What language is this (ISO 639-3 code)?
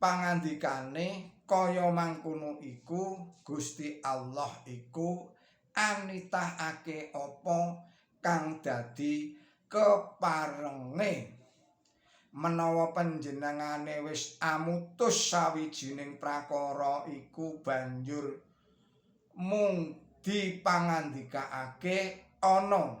jav